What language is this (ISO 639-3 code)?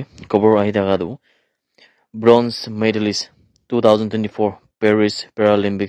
nag